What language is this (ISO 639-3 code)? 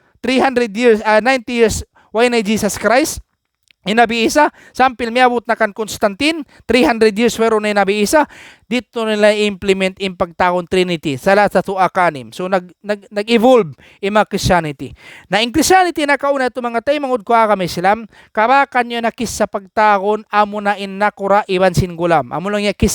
tsg